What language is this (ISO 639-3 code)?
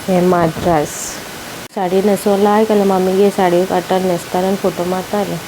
kok